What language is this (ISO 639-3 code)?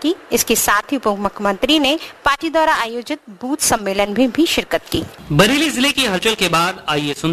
hin